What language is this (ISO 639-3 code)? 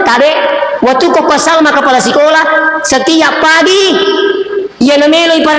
bug